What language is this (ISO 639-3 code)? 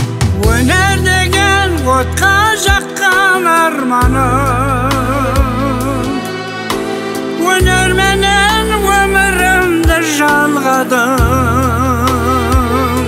kaz